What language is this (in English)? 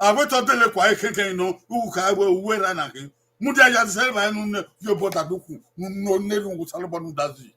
Bini